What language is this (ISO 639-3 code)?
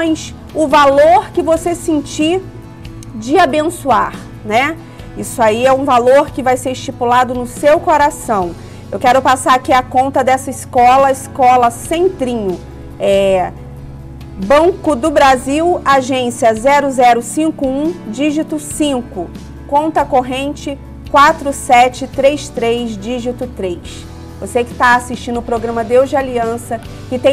por